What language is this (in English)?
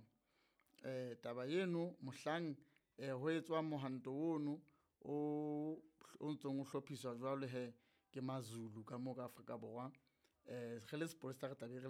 Southern Sotho